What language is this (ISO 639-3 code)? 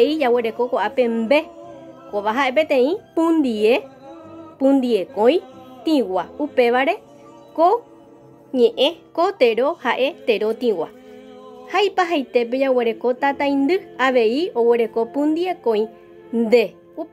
grn